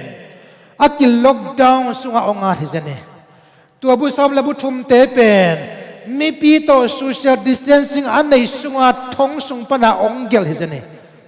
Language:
Tedim Chin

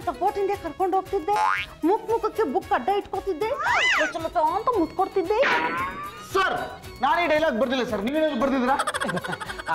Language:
Kannada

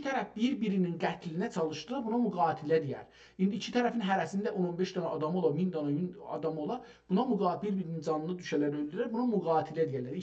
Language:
South Azerbaijani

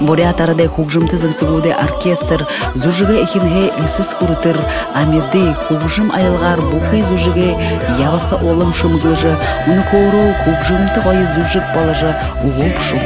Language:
Buriat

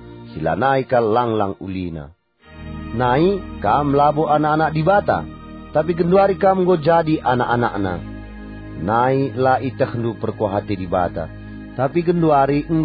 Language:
Batak Karo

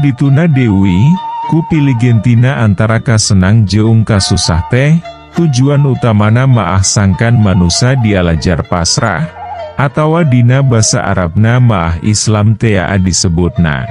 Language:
Sundanese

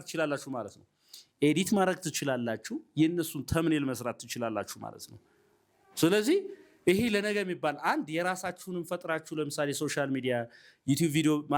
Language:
Amharic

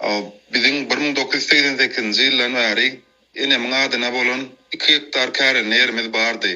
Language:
Turkmen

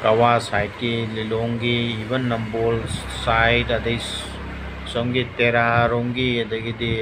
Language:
Manipuri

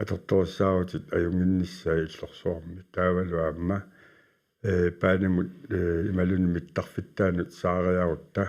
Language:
Kalaallisut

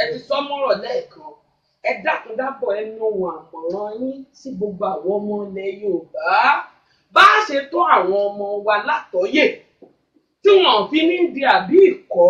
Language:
Yoruba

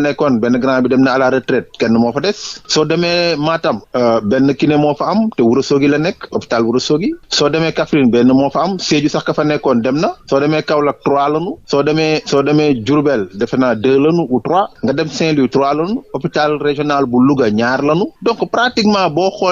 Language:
Wolof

